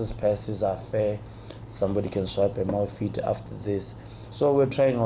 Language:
Tswana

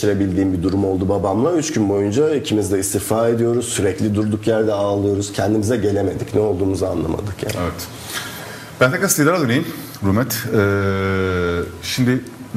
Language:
Turkish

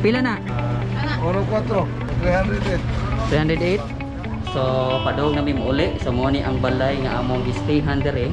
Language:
Cebuano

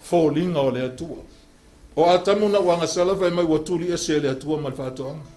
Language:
Samoan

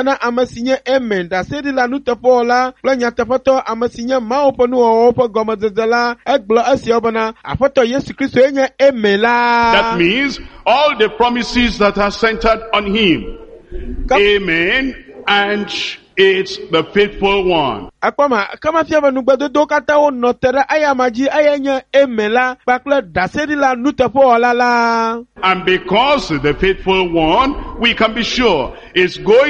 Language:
Ewe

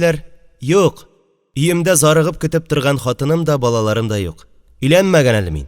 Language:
Tatar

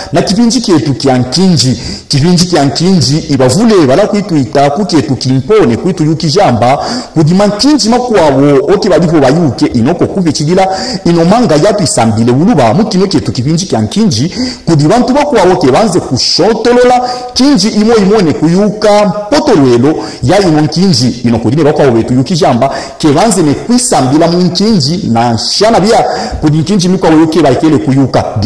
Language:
Luba-Katanga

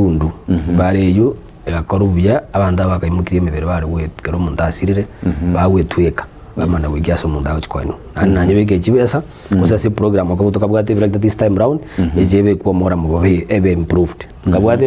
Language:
Gusii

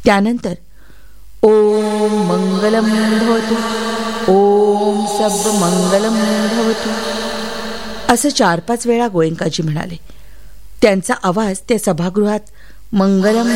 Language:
Marathi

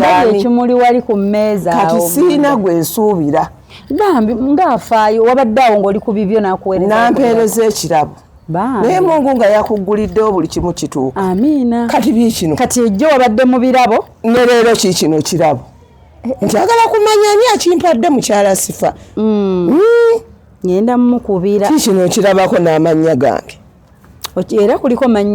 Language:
Ganda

